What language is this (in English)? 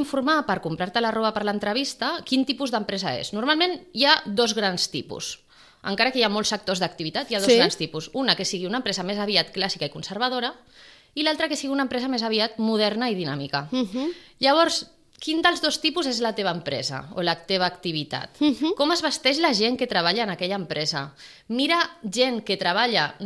Catalan